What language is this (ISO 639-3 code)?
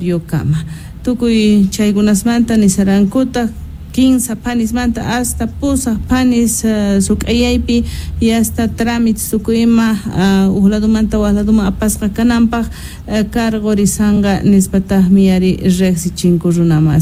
que